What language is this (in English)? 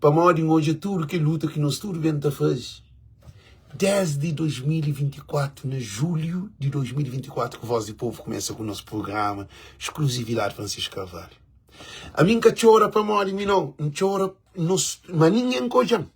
Kabuverdianu